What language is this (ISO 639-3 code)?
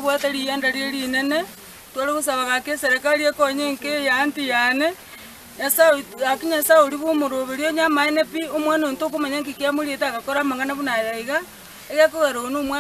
guz